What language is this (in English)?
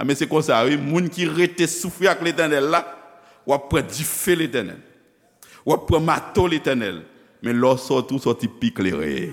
Haitian Creole